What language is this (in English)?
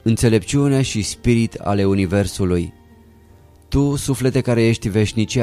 Romanian